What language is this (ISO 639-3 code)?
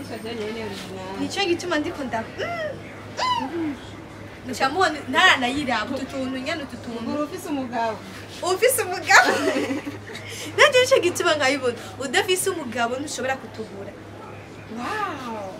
run